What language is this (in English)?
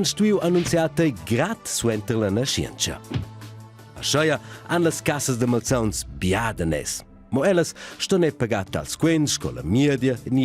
Romansh